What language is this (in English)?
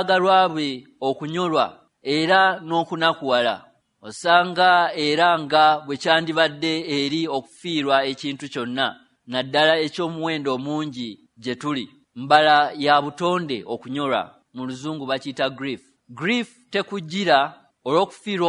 Ganda